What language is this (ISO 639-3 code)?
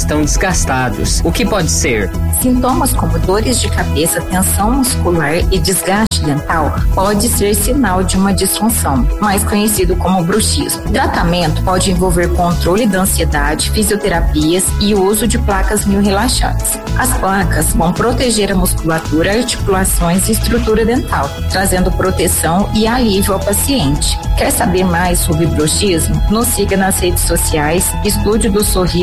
por